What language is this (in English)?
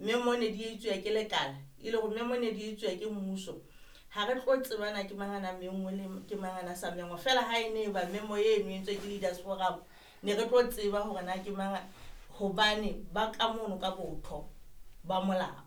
Southern Sotho